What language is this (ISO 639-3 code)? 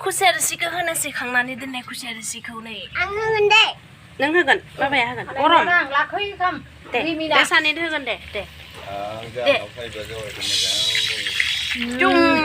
brx